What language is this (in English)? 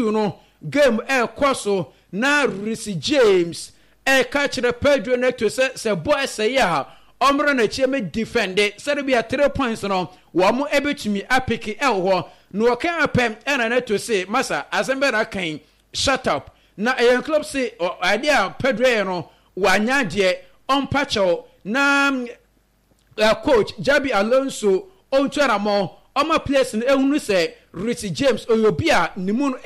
Akan